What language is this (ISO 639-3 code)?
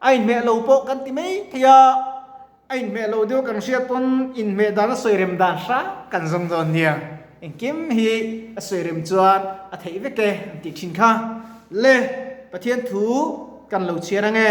lus